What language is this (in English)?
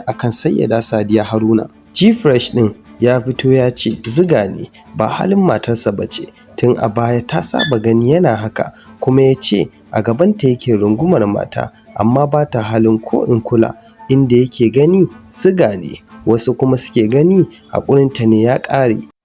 Hausa